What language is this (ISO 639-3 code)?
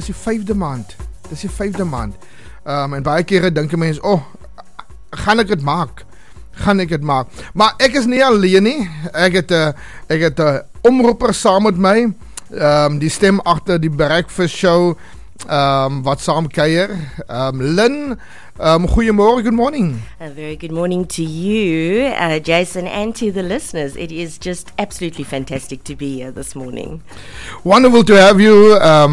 afr